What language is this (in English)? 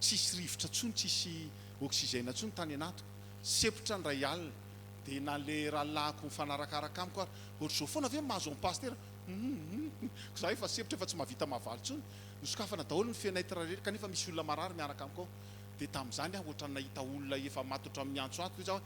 Malagasy